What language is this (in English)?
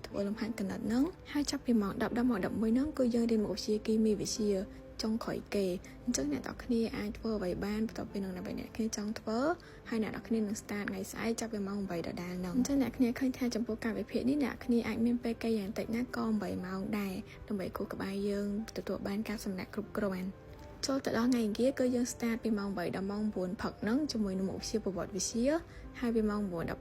Khmer